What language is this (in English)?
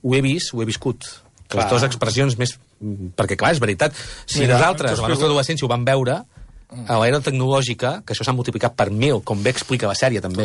Catalan